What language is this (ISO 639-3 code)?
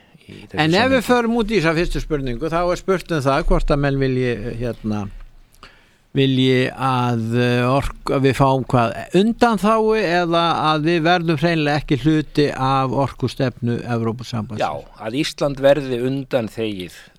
isl